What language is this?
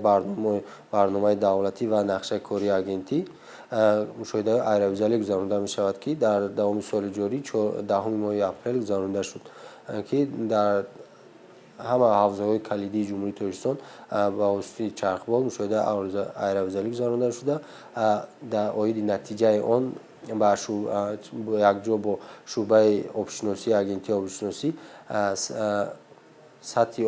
Tajik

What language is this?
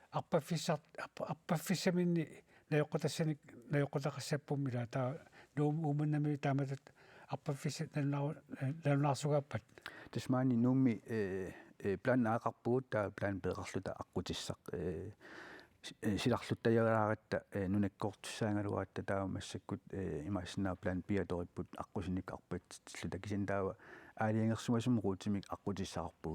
Kalaallisut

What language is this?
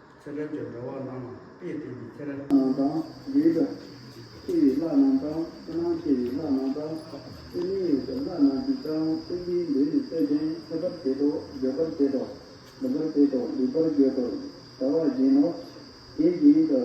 Tibetan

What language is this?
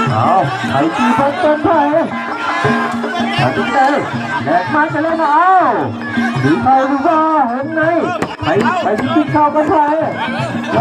Lao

